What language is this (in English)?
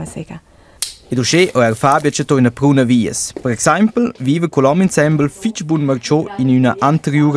Romansh